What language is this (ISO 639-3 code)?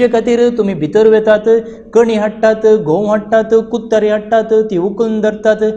kok